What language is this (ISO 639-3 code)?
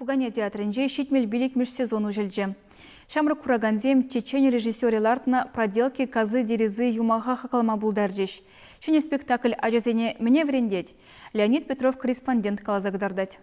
chv